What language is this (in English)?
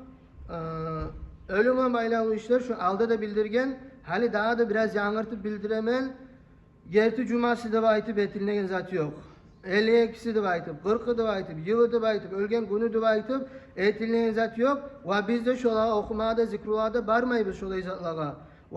Kumyk